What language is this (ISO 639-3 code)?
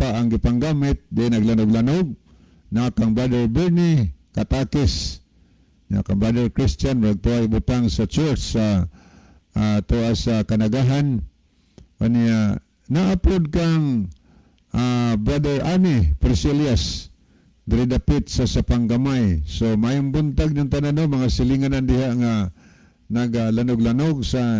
ceb